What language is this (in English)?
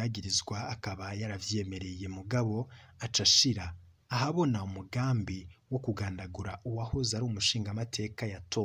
Rundi